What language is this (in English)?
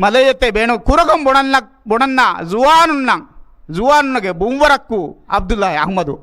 Divehi